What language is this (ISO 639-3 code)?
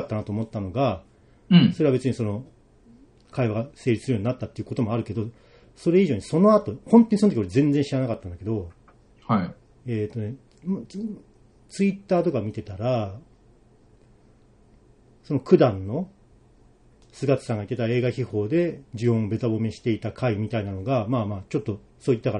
jpn